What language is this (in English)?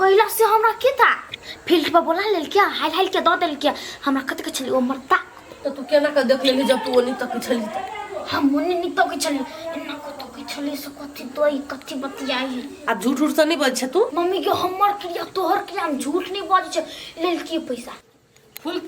Maithili